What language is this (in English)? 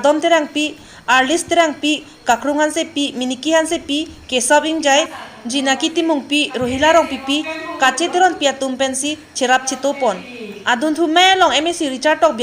Karbi